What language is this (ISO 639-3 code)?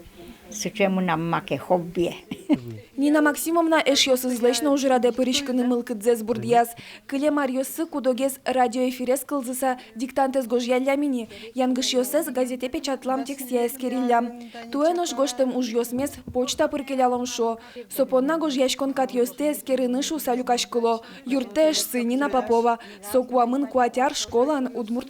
udm